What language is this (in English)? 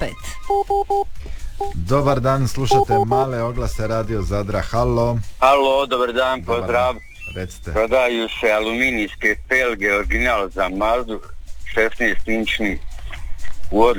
Croatian